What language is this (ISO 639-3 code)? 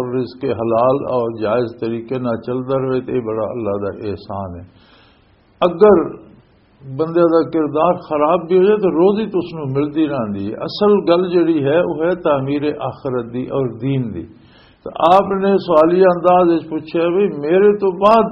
lah